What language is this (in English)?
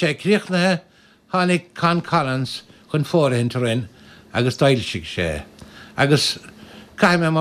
Irish